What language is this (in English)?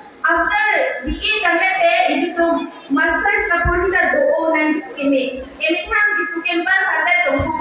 Karbi